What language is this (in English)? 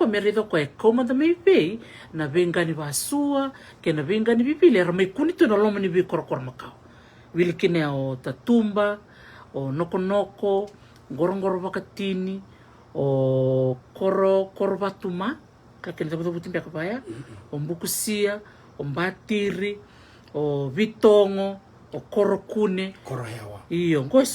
Fijian